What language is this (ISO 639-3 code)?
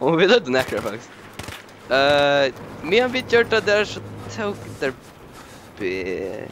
fao